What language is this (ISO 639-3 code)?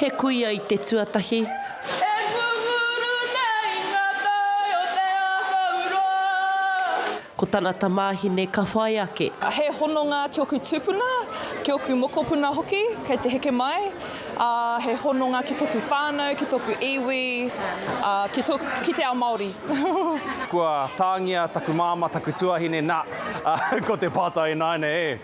mri